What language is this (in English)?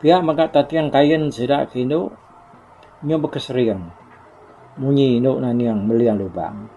Iban